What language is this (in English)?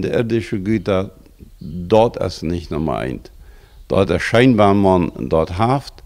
Plautdietsch